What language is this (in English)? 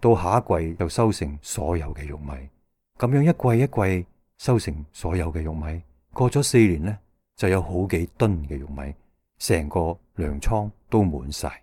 Cantonese